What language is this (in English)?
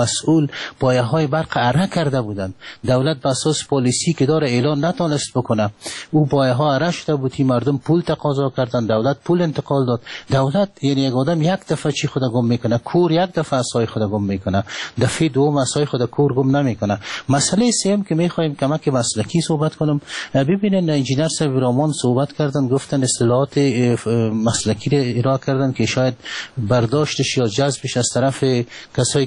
Persian